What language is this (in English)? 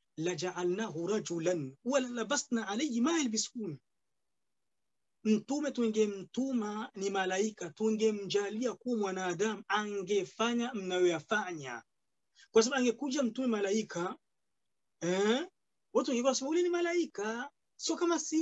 Swahili